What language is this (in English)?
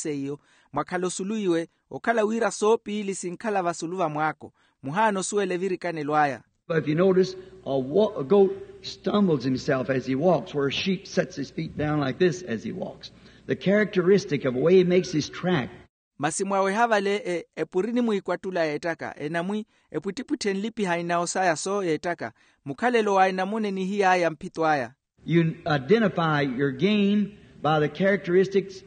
Makhuwa